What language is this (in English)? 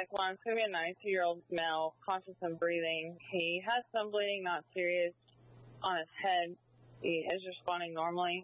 English